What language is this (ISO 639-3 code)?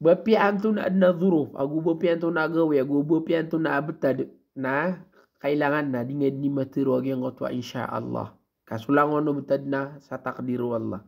mrw